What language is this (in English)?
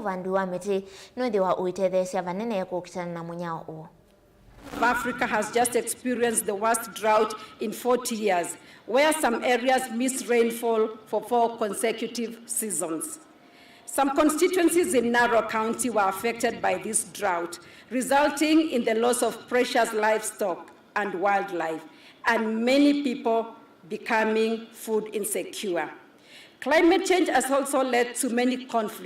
Kamba